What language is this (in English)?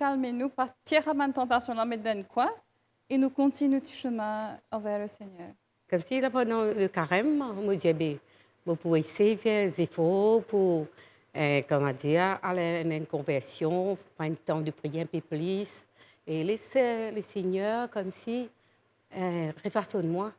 Morisyen